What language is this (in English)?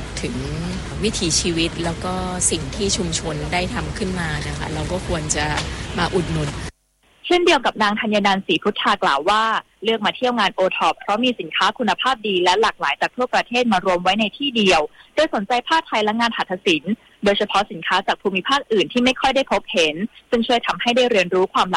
Thai